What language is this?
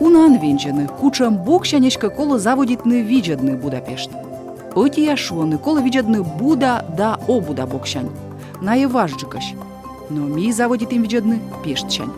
Komi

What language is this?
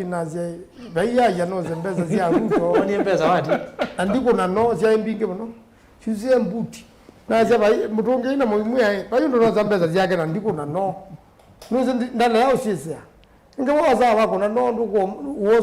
Kamba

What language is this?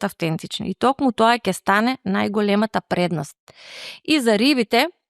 Macedonian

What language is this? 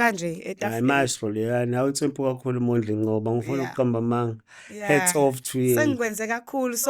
Zulu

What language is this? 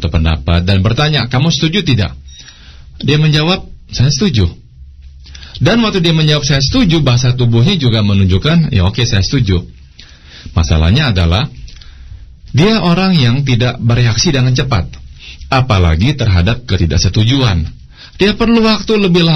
Indonesian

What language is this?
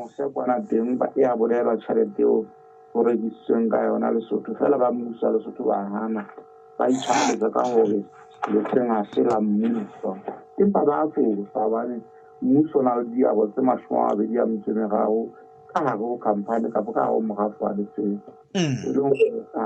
Southern Sotho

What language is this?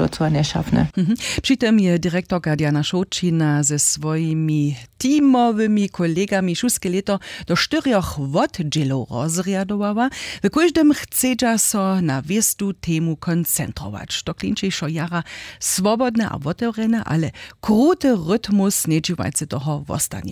Upper Sorbian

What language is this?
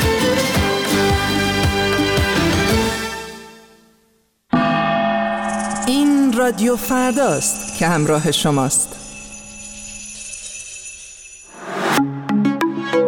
Persian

